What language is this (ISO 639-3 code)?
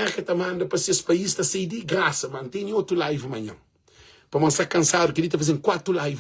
kea